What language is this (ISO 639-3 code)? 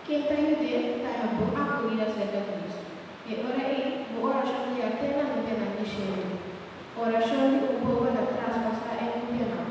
pap